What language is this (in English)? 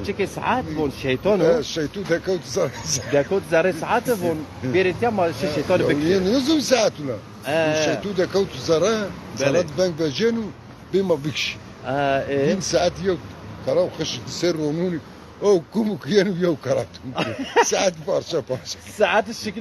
Zaza